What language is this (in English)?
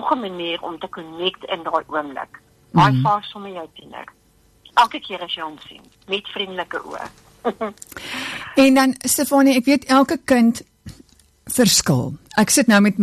Afrikaans